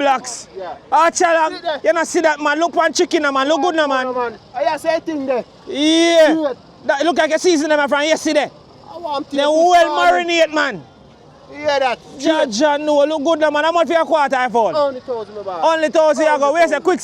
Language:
Jamaican Creole English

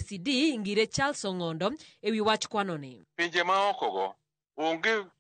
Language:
Luo (Kenya and Tanzania)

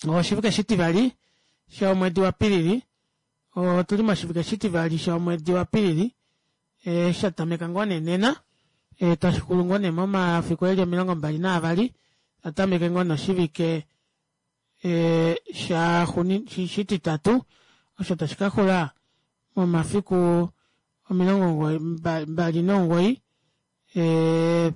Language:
Kuanyama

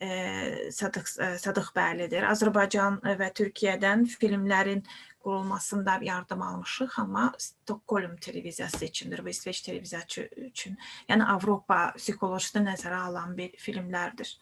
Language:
Azerbaijani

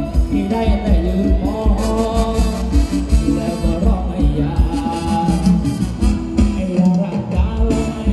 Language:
Thai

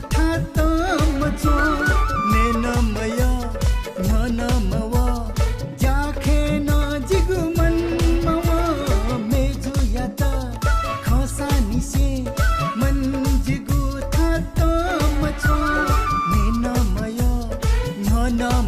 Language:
Newari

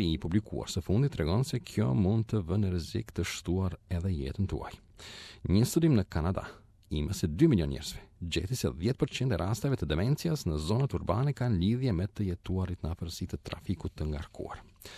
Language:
Albanian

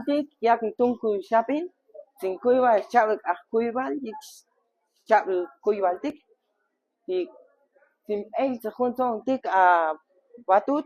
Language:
Chuj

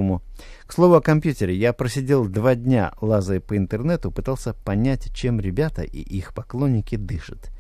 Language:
Russian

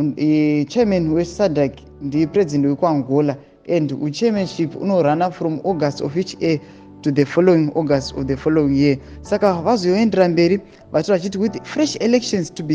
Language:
Shona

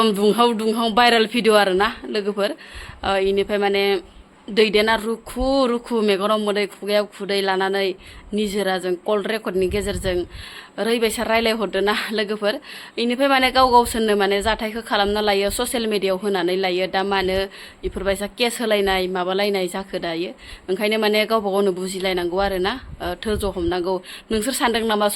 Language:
Bodo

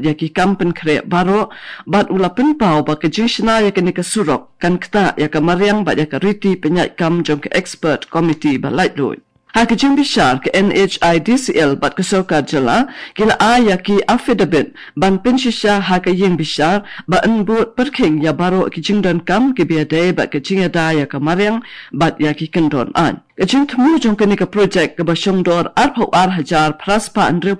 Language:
Khasi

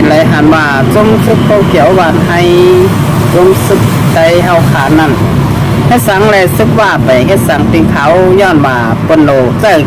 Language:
Shan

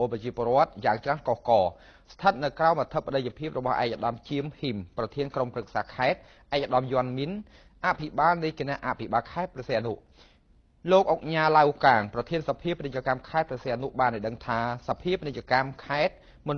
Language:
Khmer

